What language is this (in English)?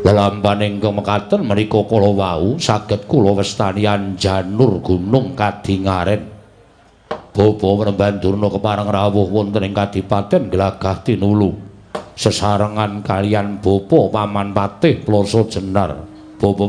Javanese